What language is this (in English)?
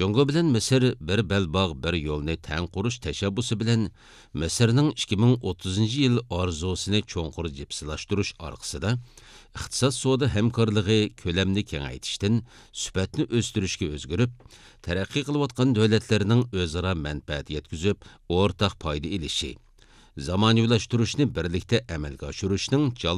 Uyghur